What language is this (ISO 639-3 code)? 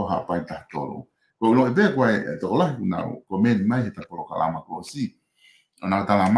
ton